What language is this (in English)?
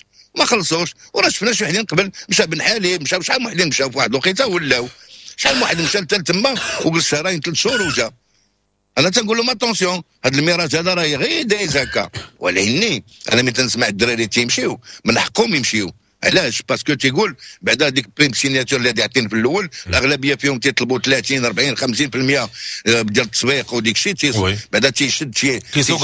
Moroccan Arabic